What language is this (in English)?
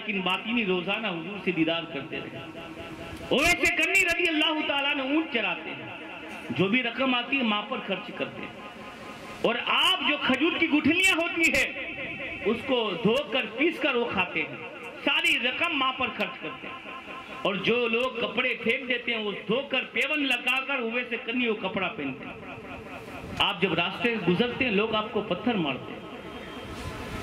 Urdu